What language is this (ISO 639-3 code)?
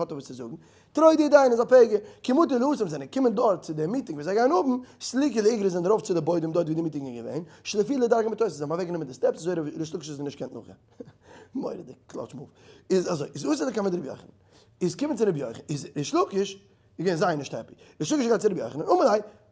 yid